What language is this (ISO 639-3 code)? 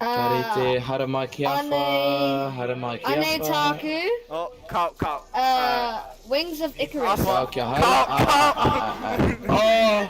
mri